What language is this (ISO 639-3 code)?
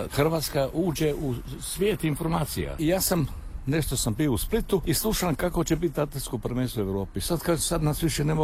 hrv